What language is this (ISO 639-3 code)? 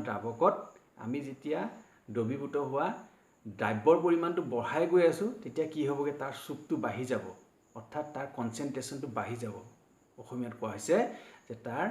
asm